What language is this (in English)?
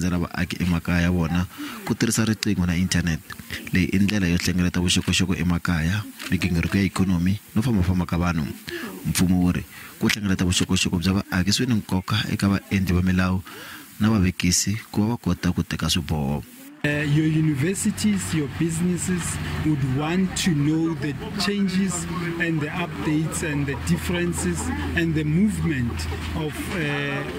Tsonga